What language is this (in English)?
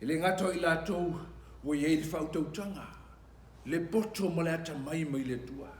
Samoan